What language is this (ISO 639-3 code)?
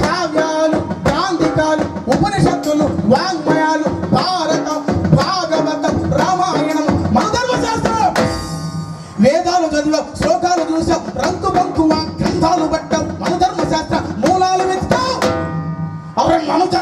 tel